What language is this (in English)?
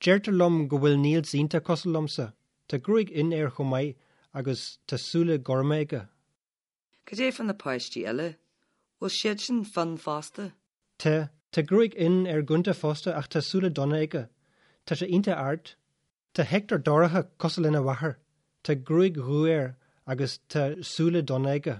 Irish